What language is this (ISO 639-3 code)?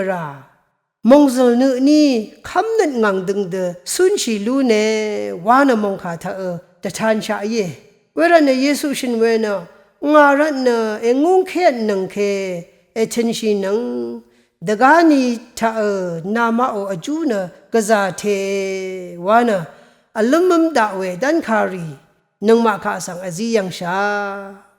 raw